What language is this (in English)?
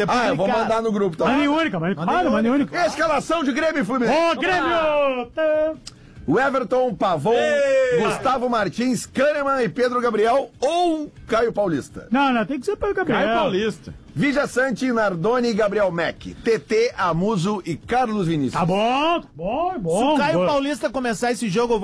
Portuguese